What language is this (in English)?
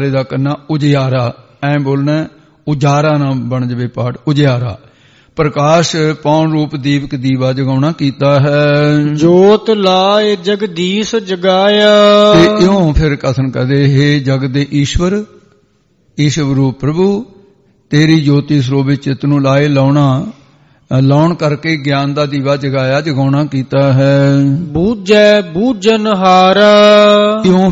Punjabi